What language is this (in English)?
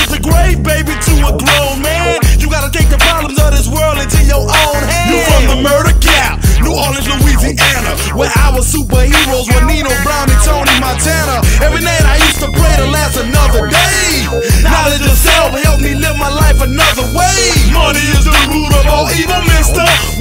English